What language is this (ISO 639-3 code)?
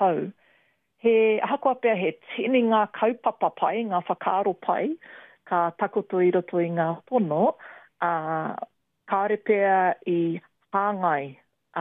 mri